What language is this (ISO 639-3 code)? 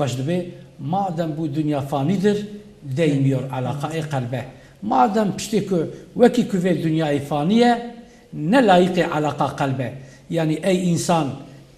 kur